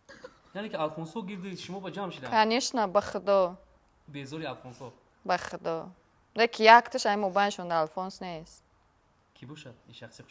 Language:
Tajik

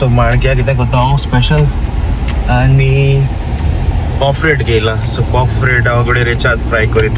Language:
Konkani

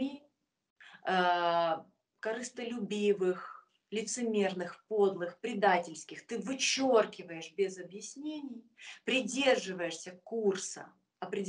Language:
Russian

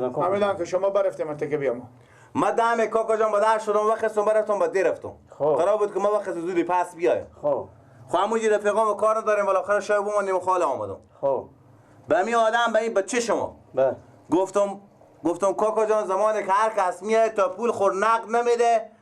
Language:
Persian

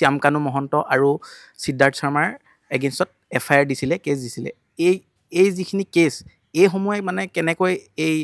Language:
Assamese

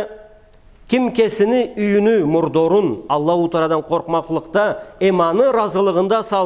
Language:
Karachay-Balkar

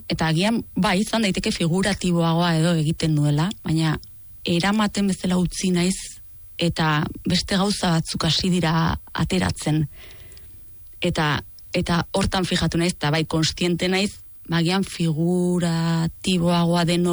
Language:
Basque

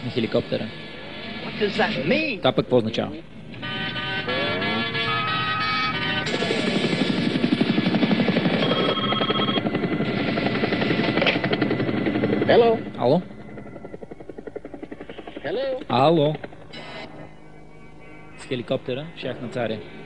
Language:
Bulgarian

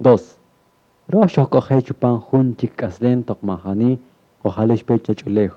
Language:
Kaqchikel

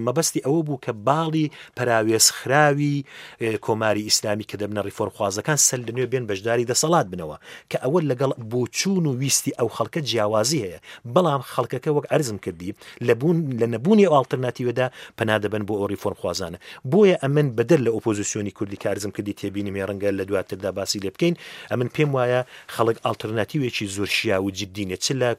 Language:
Central Kurdish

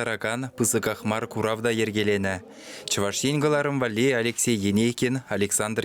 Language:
Chuvash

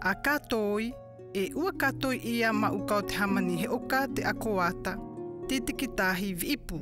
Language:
South Marquesan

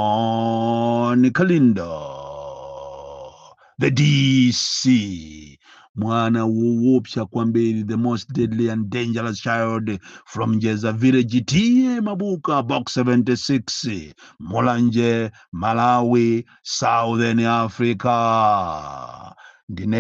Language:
Nyanja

